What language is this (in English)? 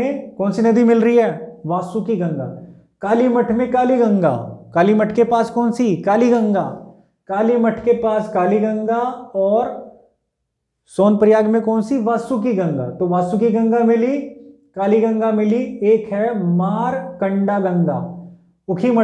Hindi